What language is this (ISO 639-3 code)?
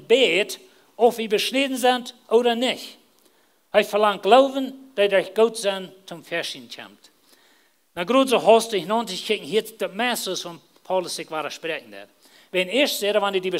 pdt